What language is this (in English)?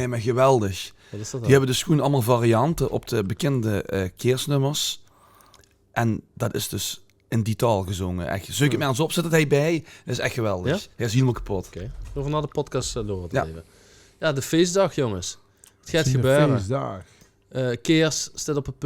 Limburgish